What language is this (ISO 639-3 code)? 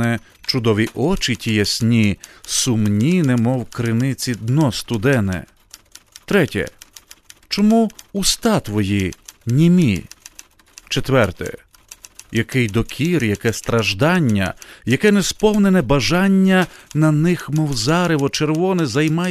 ukr